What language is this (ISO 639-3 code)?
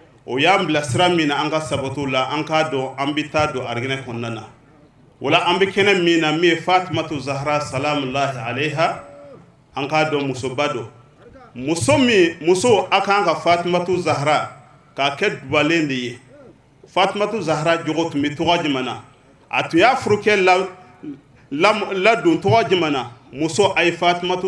bam